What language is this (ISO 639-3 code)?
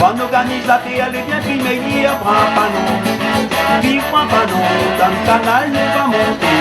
rcf